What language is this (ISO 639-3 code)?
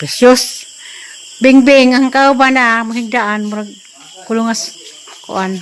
ceb